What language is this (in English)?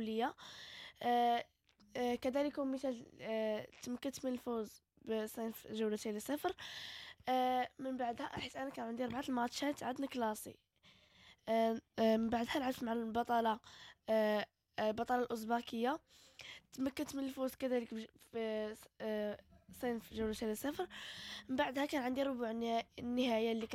Moroccan Arabic